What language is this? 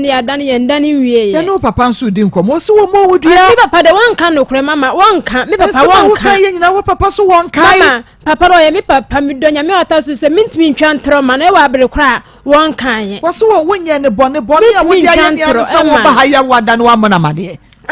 Akan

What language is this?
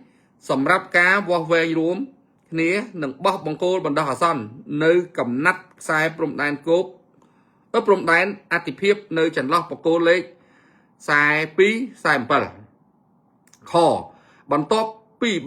Khmer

